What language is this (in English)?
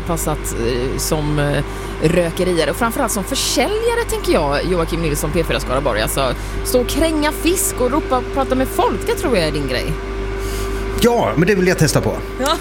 Swedish